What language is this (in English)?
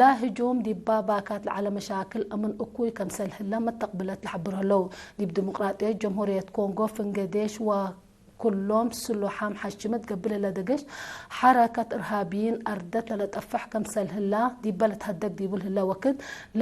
Tigre